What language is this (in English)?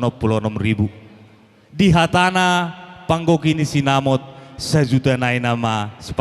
Batak Toba